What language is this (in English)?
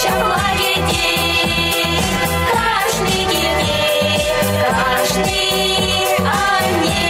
Chuvash